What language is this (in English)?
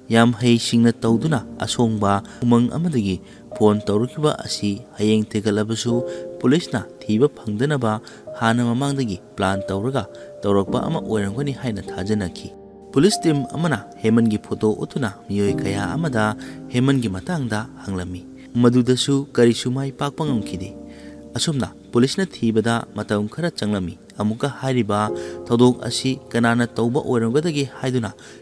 Manipuri